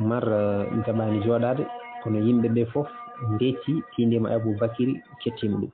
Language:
Fula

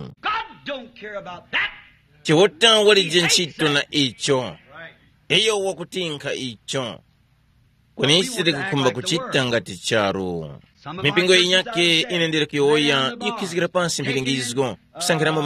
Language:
Tumbuka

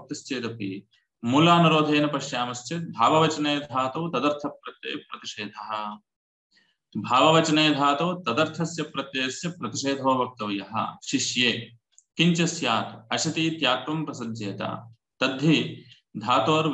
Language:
Sanskrit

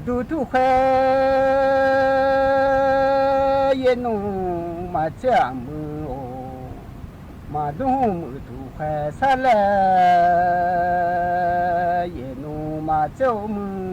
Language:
Akha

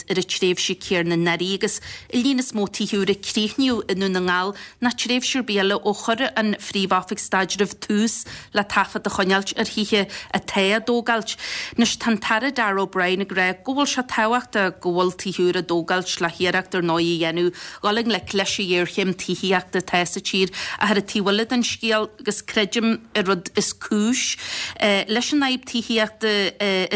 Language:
Irish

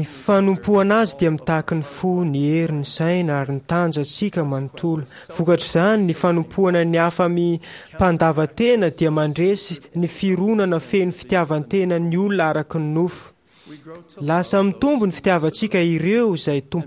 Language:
Malagasy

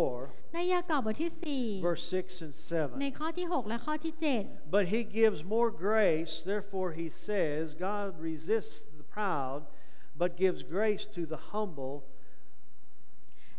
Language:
Thai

